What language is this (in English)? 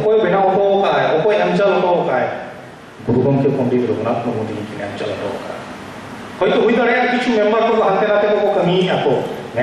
Santali